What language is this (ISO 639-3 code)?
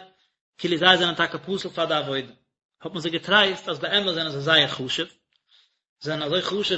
yid